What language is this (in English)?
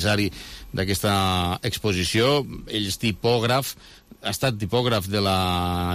Catalan